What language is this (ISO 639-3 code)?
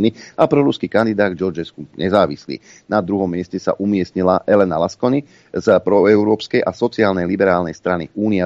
slk